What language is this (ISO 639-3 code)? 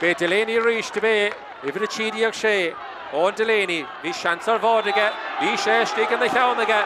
gle